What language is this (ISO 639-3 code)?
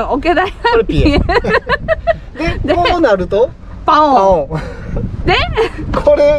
jpn